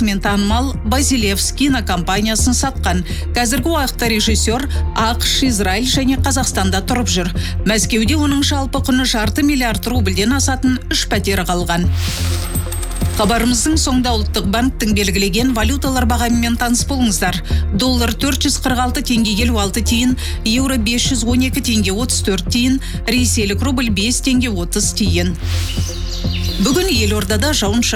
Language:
Kazakh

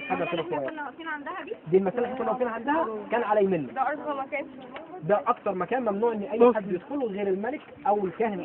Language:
Egyptian Arabic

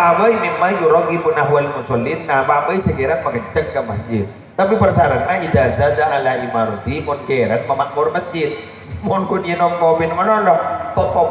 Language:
Madurese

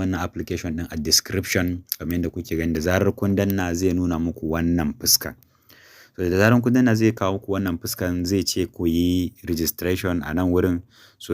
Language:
Hausa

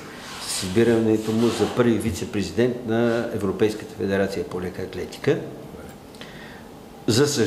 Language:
Bulgarian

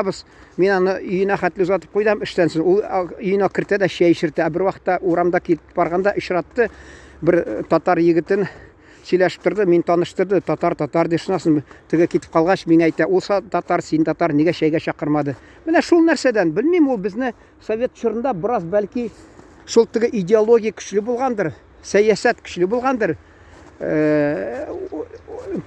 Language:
Tatar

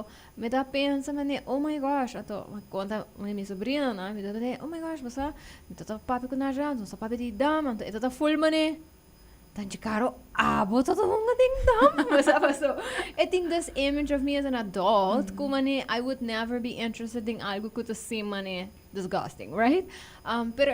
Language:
Papiamento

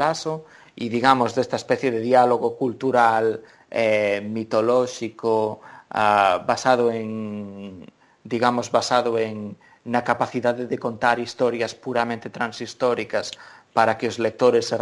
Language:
Galician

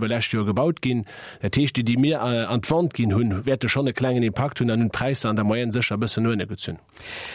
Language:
Luxembourgish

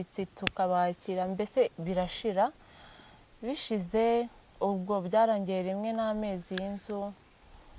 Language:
Kinyarwanda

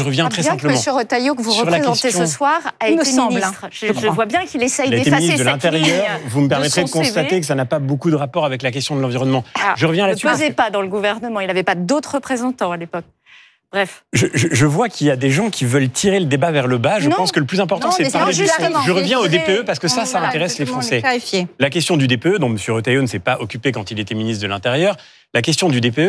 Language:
French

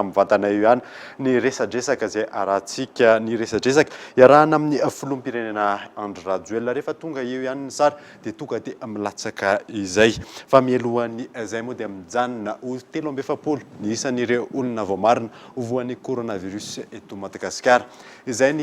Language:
Malagasy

